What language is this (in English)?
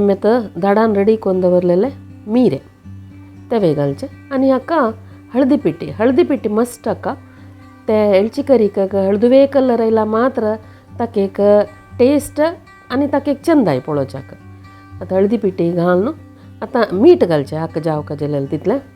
Konkani